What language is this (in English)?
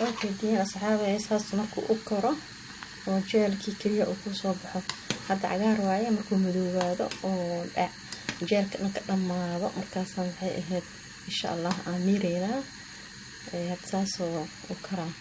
Somali